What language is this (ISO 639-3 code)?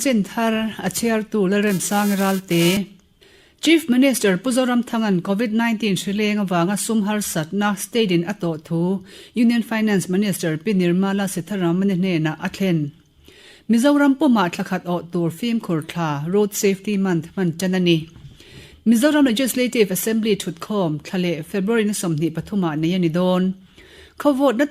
lus